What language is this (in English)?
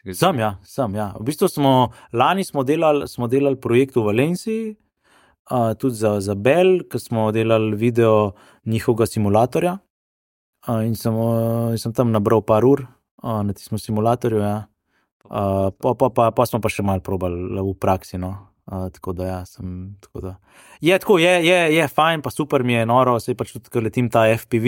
Slovenian